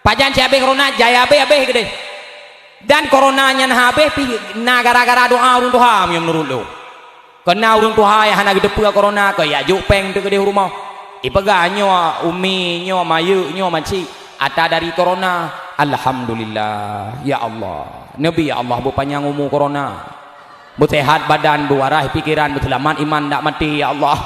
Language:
Achinese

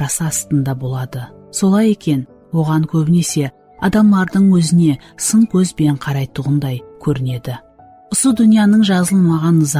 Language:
Kara-Kalpak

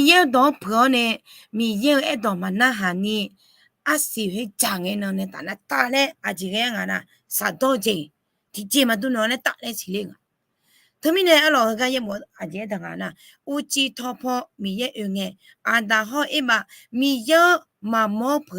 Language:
Akha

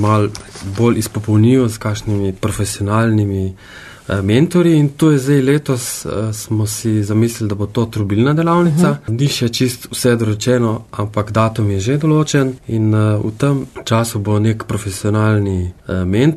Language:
Slovenian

